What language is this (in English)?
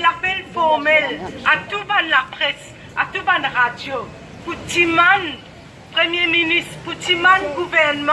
Morisyen